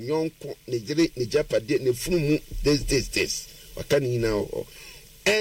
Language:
Akan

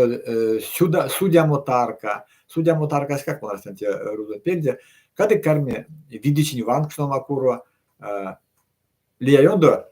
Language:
Erzya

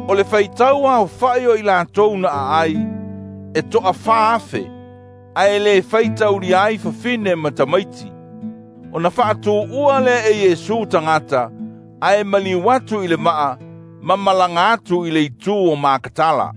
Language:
Samoan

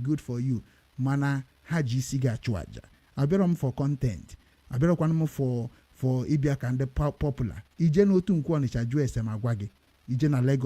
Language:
Igbo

